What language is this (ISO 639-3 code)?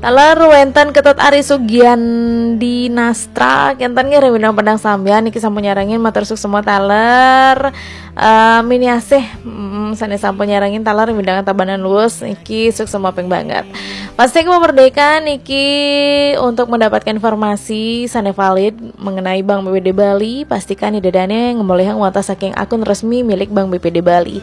ban